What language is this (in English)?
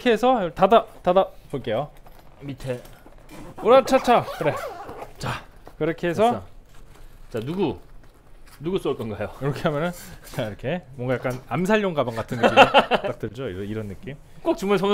Korean